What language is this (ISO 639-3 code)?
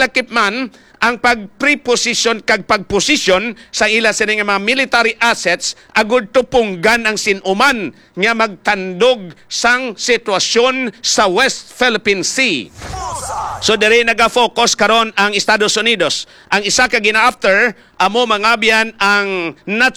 hil